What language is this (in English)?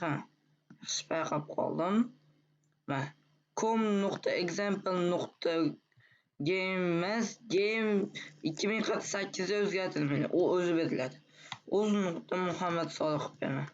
Uzbek